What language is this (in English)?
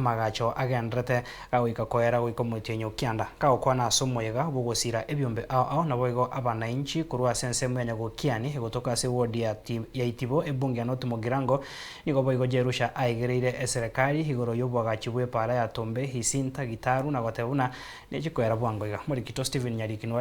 Gusii